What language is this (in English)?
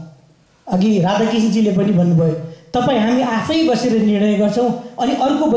Nepali